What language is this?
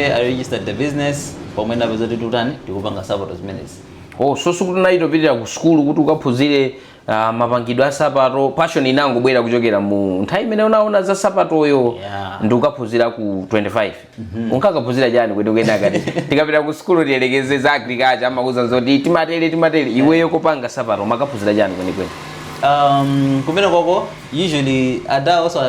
Nyanja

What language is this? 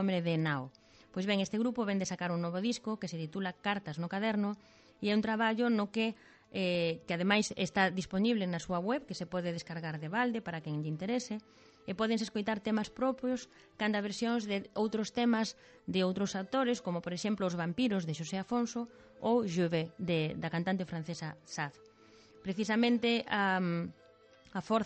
Galician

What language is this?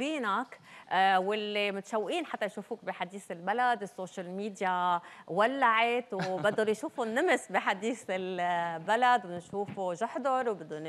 North Levantine Arabic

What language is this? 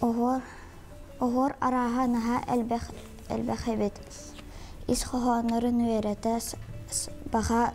Yakut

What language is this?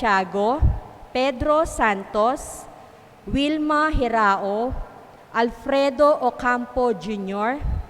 Pampanga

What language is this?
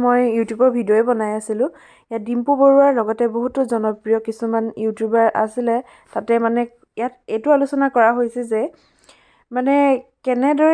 Assamese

